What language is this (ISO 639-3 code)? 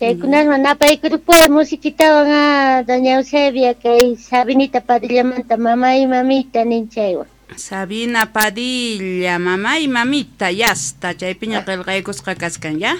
quh